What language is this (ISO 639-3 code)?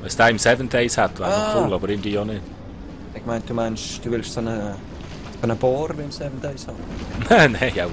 gsw